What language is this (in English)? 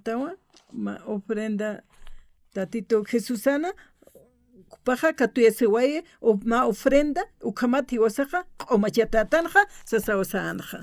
Aymara